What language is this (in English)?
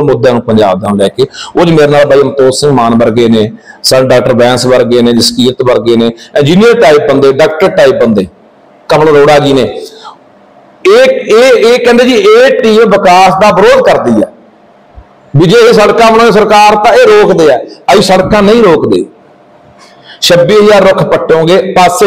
Punjabi